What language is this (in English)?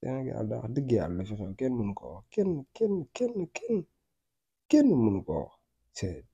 Wolof